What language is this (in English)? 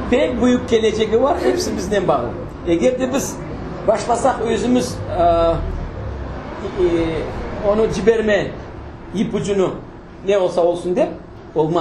Crimean Tatar